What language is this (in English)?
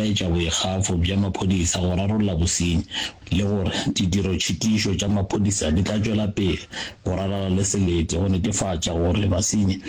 Northern Sotho